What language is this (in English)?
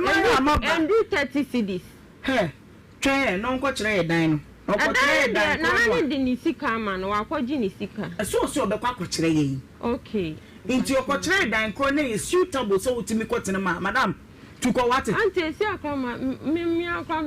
Akan